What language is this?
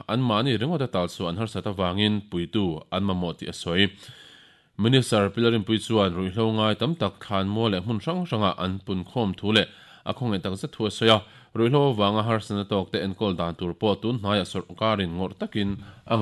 Mizo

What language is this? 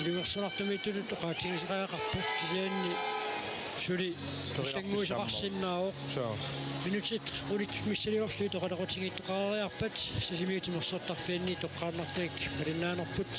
Kalaallisut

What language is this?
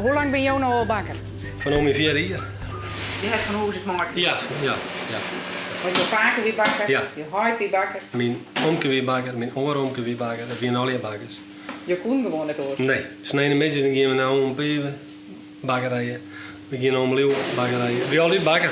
Western Frisian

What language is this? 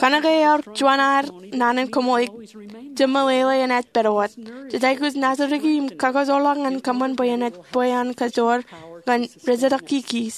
Marshallese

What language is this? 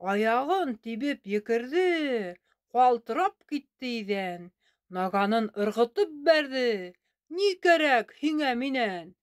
Bashkir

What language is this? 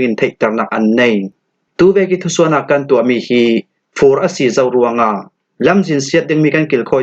Falam Chin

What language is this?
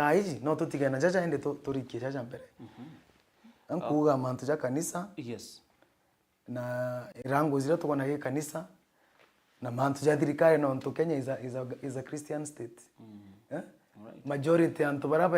Meru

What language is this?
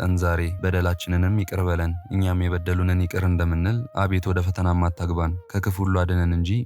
Amharic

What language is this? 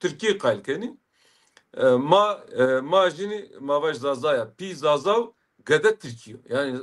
Zaza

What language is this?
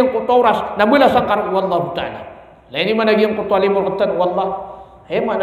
Maranao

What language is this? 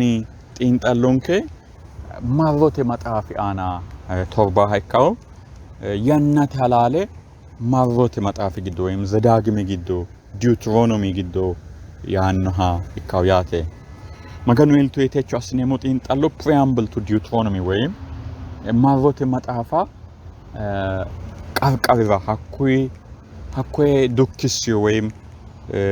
Sidamo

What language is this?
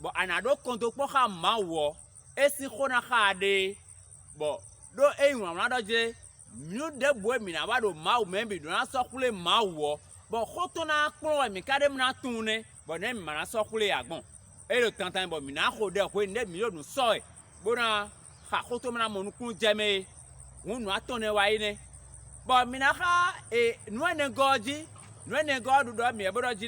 Fon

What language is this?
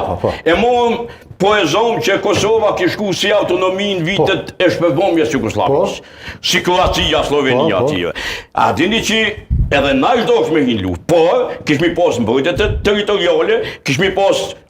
Albanian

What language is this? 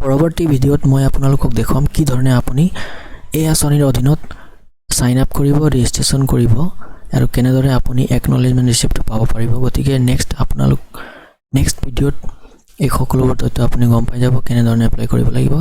Assamese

